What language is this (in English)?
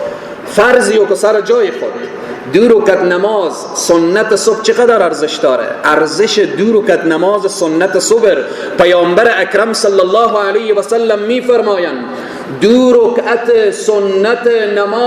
Persian